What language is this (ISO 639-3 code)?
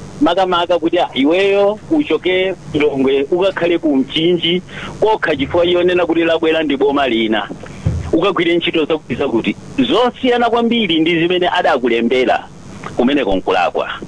nya